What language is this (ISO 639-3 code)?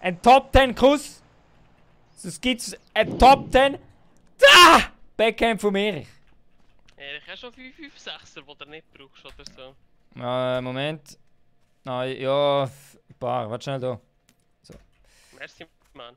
gsw